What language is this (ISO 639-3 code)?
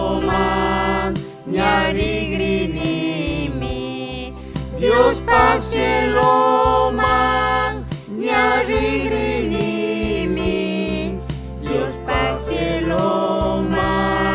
qug